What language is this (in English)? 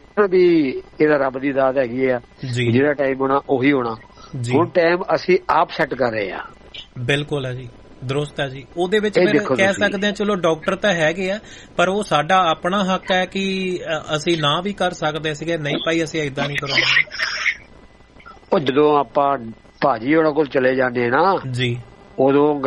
Punjabi